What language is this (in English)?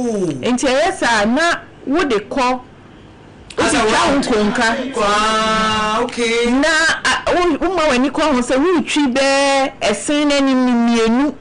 Akan